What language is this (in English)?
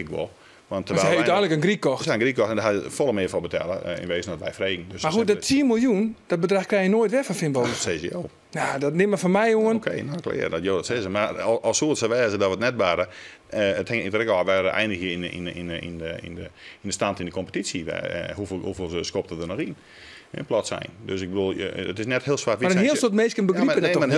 Western Frisian